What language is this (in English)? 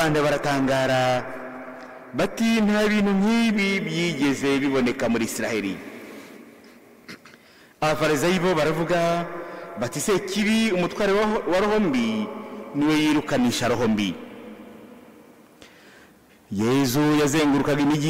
Kinyarwanda